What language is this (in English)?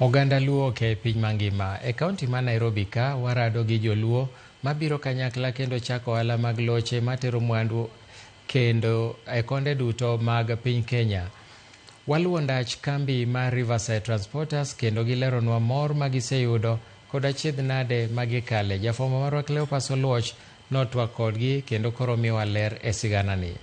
Luo (Kenya and Tanzania)